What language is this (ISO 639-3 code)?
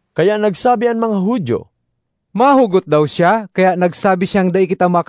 bik